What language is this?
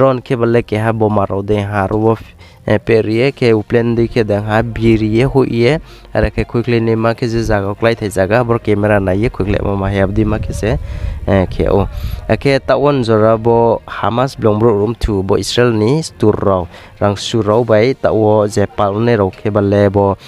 Riang (India)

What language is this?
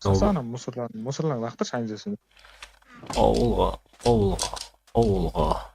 Kara-Kalpak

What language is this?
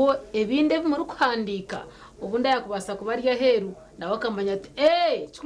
Nyankole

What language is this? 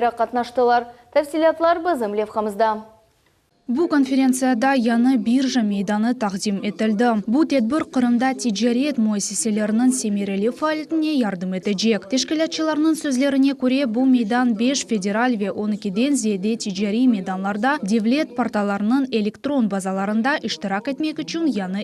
Crimean Tatar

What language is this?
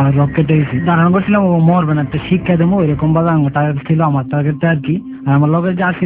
Bangla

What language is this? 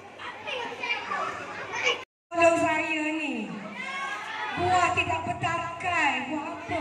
Malay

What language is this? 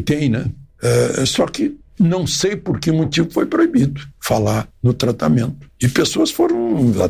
Portuguese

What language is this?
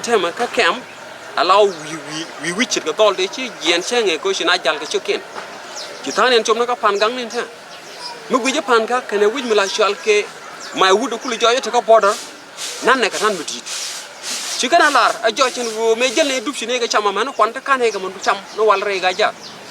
Nuer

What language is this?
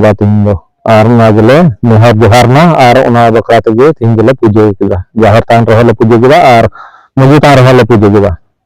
Santali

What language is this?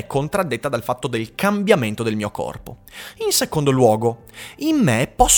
Italian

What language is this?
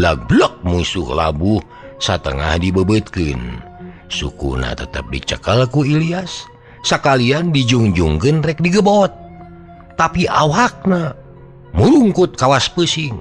Sundanese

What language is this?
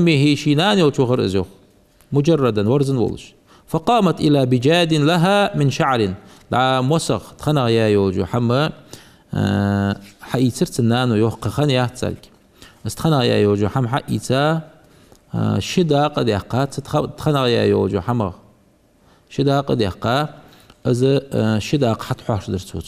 Ingush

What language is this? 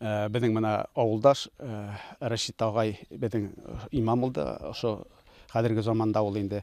Bashkir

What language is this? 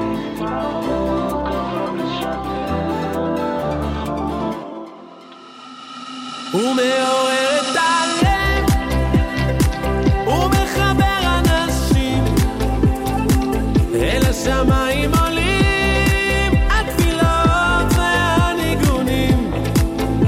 Hebrew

